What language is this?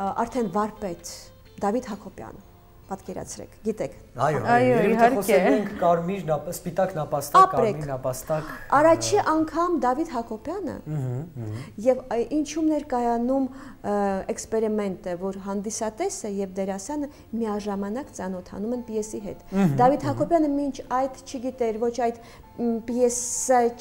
Armenian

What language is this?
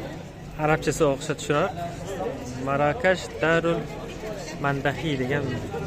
Uzbek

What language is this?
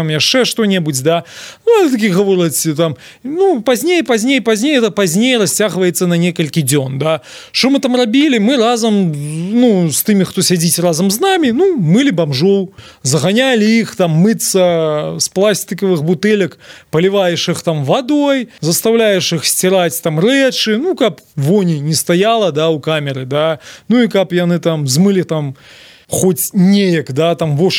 Belarusian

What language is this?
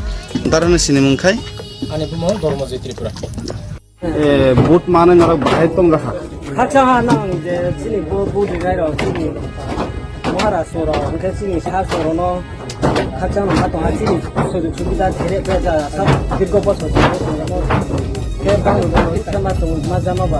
Kok Borok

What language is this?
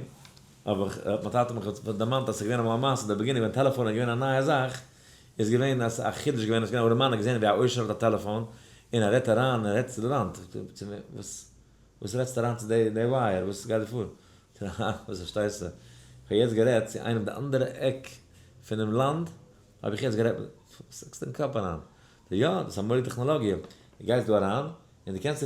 Yiddish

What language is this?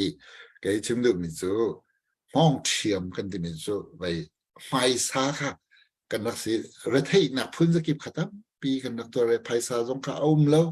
Hakha Chin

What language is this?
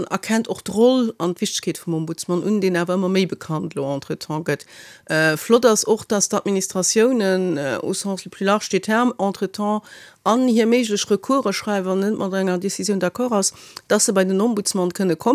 Luxembourgish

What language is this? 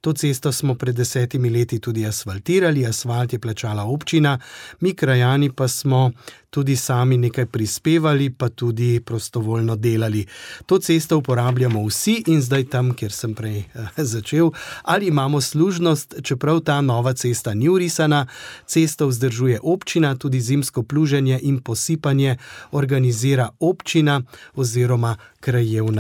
Slovenian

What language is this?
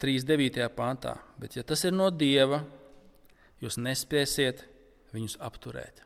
Latvian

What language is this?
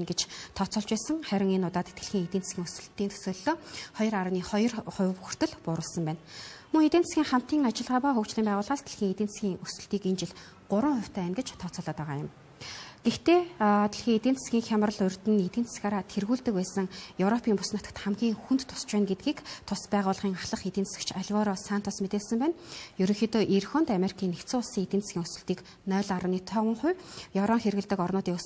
Mongolian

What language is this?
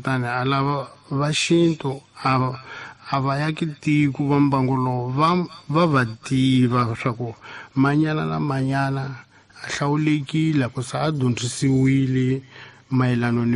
Tsonga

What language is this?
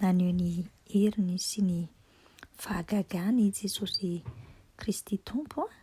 Malagasy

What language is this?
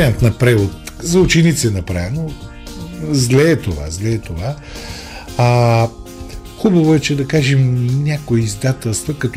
Bulgarian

